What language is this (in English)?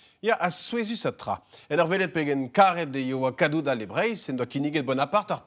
Breton